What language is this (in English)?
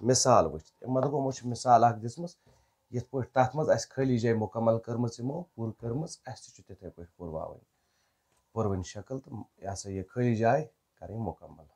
Kashmiri